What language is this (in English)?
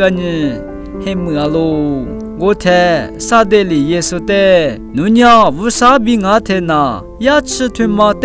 Lisu